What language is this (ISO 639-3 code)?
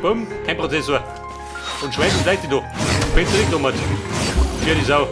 bar